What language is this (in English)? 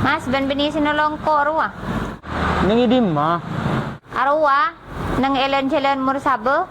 Madurese